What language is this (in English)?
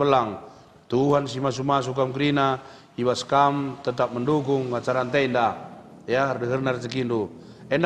Batak Karo